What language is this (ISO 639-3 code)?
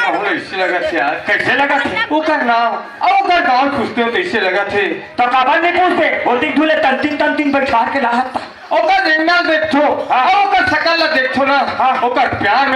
hne